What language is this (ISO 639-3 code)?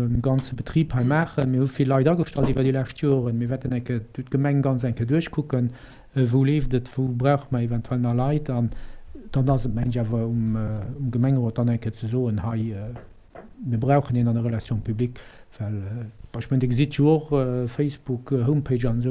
ltz